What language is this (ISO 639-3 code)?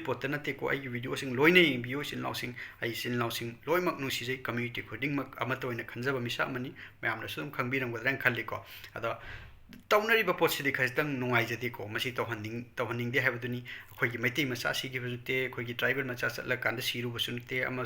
mni